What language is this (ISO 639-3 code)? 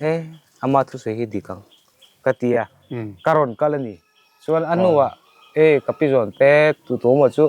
lus